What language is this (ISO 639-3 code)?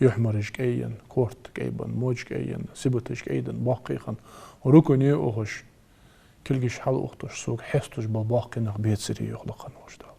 inh